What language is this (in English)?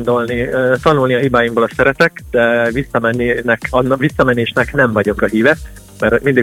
Hungarian